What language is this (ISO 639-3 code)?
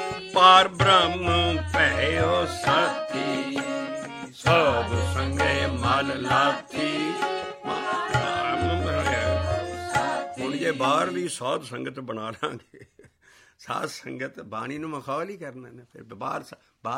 pan